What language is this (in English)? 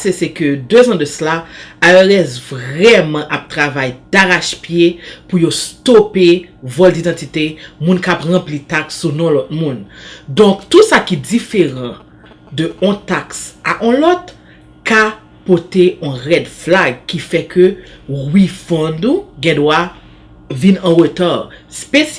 Haitian Creole